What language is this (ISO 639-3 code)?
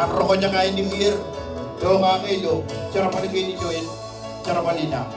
mah